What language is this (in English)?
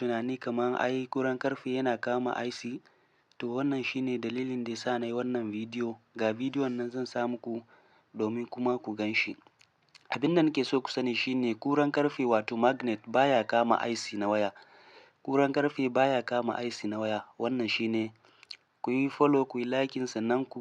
Hausa